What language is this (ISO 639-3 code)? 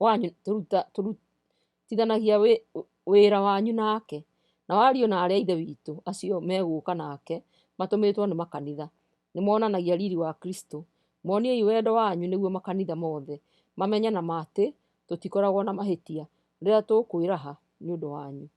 kik